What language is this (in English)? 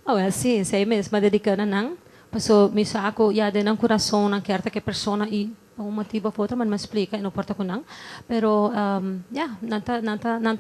Papiamento